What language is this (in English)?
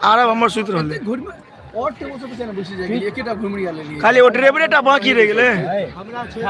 Maithili